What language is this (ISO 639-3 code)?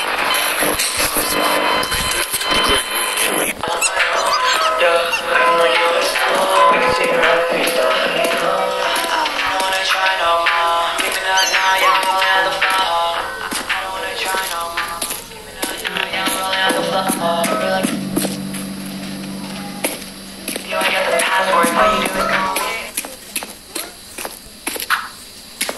msa